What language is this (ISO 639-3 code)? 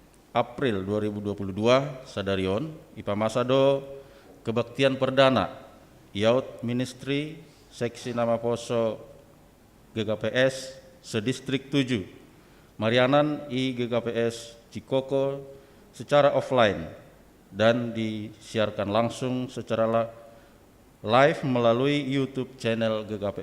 bts